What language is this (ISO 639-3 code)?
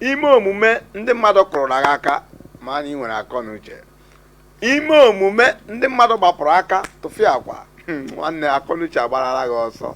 ibo